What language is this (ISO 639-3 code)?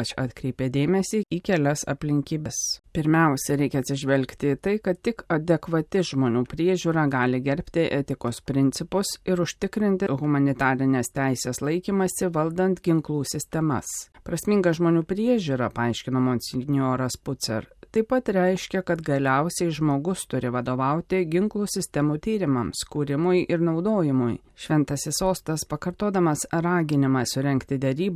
lit